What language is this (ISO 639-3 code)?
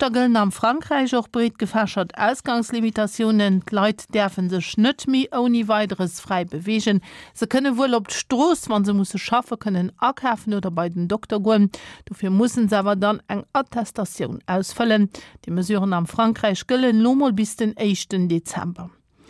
ltz